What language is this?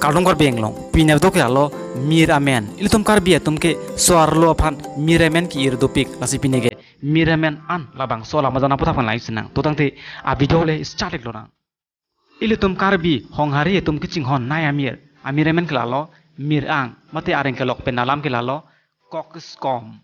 Karbi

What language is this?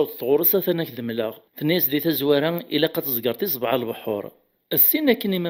Kabyle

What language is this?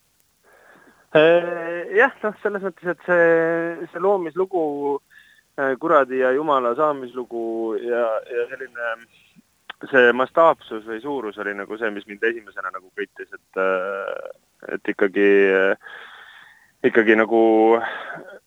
Estonian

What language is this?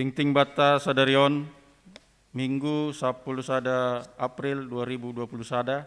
Batak Simalungun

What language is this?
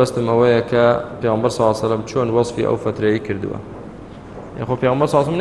Central Kurdish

